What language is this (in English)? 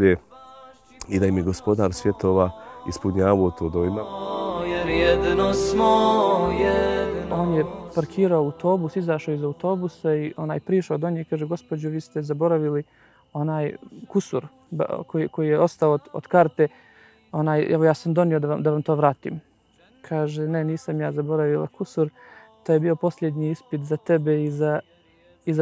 Bosnian